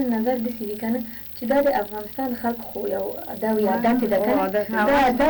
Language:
Pashto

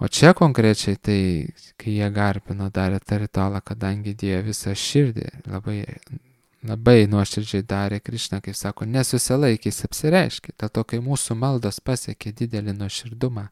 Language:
Lithuanian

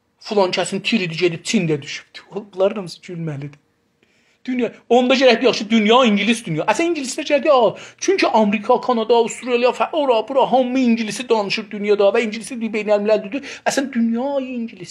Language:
South Azerbaijani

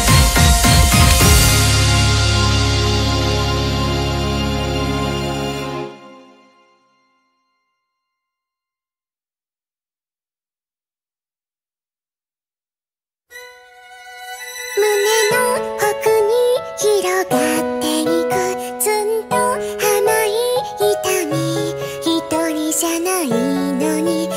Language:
Japanese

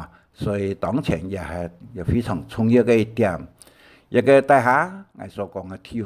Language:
Hakka Chinese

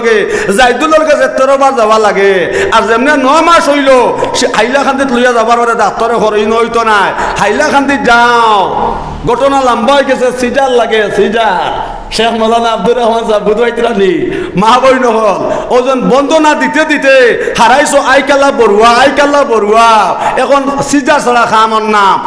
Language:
Sylheti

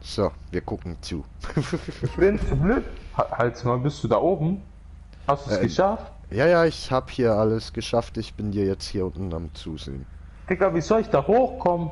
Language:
Swiss German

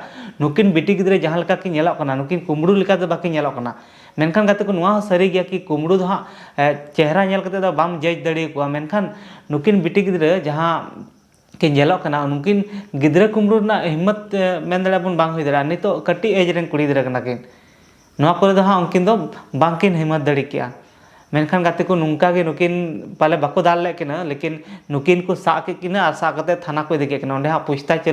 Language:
Santali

